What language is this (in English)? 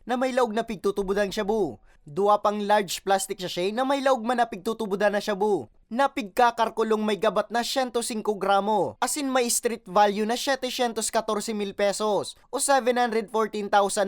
Bikol